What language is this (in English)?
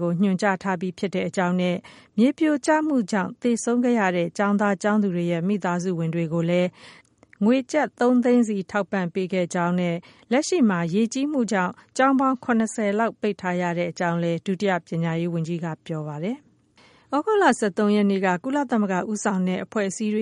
Burmese